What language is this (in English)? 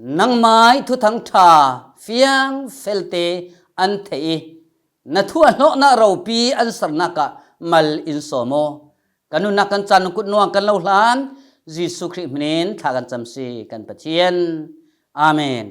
Falam Chin